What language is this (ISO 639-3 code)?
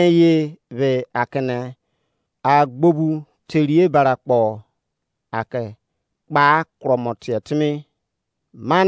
ijc